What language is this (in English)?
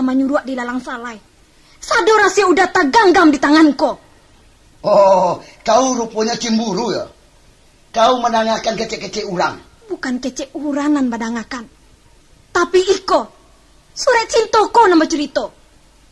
Minangkabau